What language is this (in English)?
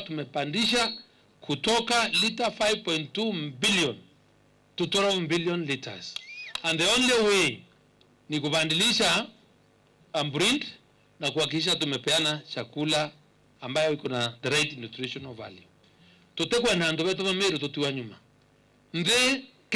Meru